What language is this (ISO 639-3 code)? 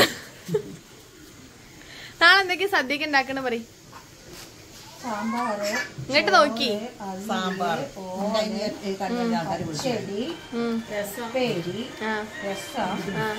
mal